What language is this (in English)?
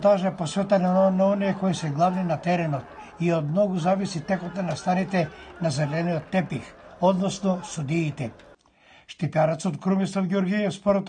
Macedonian